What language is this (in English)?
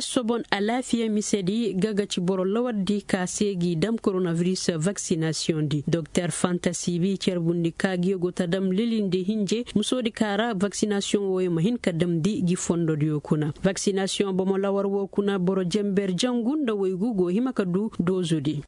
Koyraboro Senni